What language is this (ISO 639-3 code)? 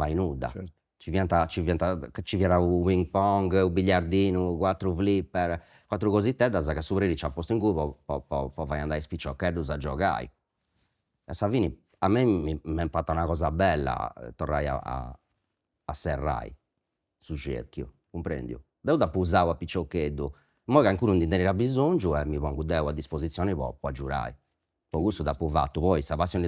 srd